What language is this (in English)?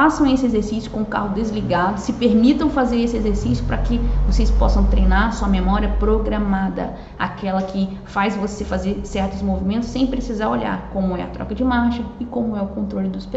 Portuguese